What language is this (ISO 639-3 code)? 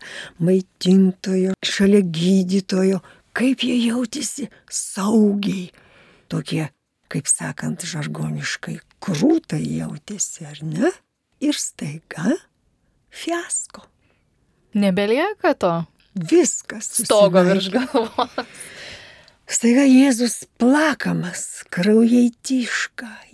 lit